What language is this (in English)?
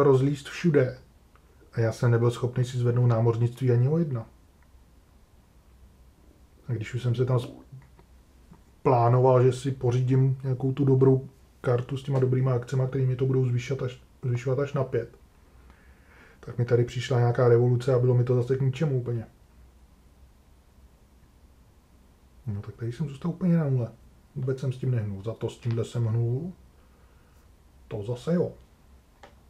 Czech